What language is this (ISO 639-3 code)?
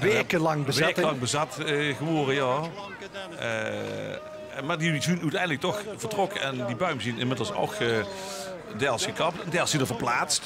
lim